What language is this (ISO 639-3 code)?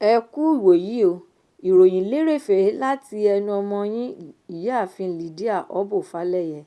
yor